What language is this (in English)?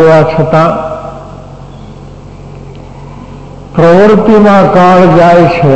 Gujarati